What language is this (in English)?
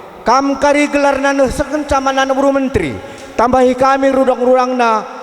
Batak Karo